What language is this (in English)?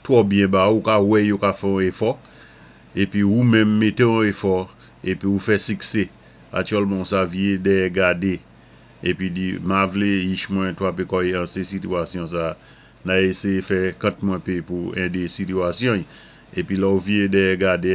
Saint Lucian Creole French